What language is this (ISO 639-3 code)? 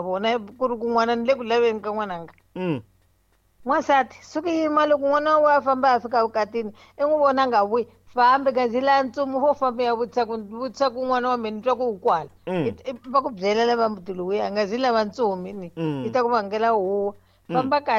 tso